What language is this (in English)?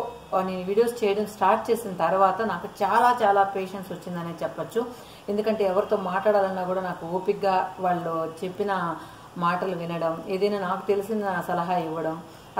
Telugu